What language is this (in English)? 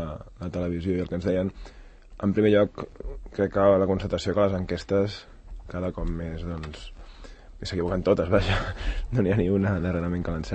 Catalan